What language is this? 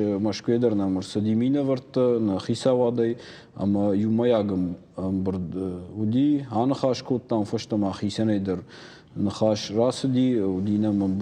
Ossetic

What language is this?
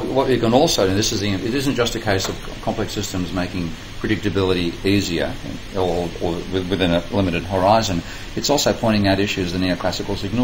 English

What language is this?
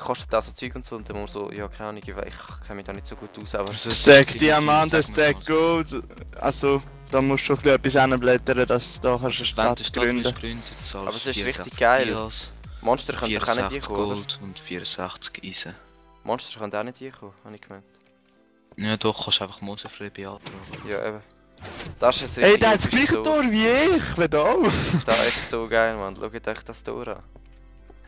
Swiss German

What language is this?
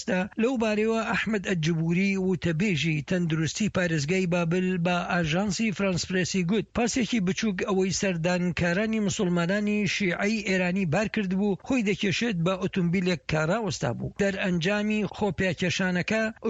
Central Kurdish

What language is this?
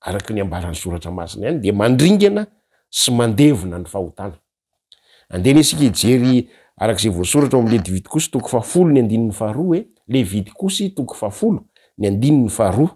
Malagasy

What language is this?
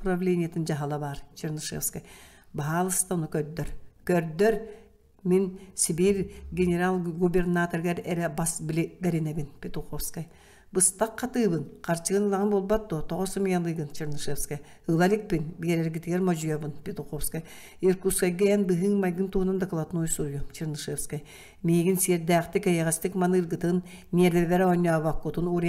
Yakut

